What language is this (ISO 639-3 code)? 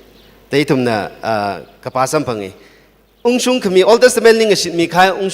nmf